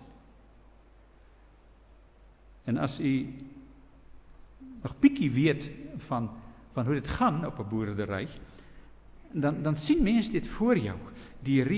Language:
Afrikaans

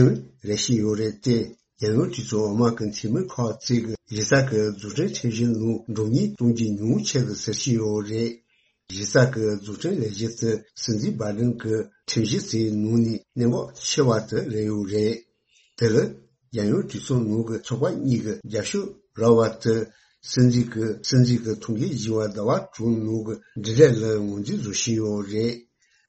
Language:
Tibetan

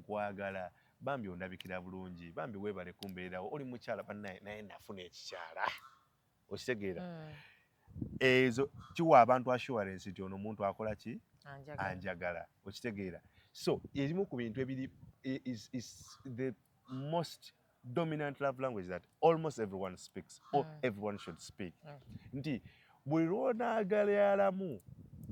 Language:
Ganda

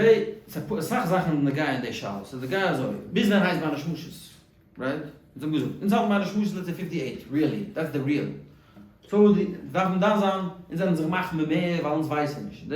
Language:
Yiddish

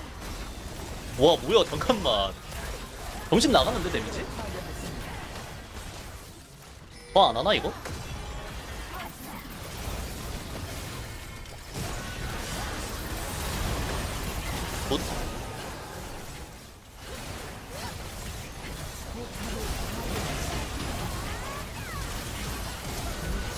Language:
Korean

